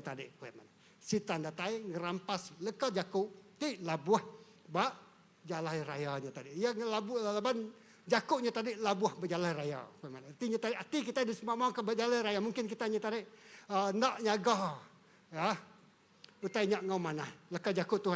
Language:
Iban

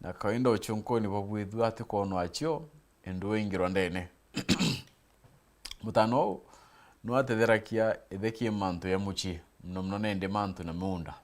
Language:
Meru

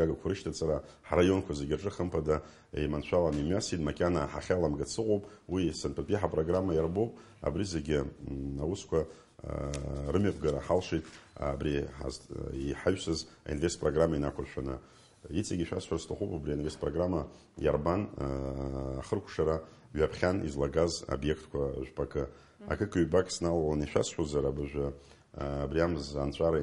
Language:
Abkhazian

